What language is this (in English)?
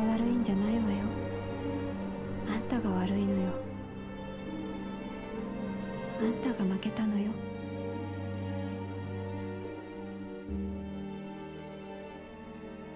Japanese